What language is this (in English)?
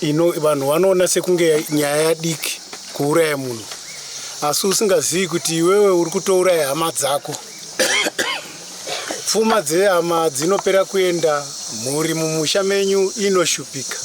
Shona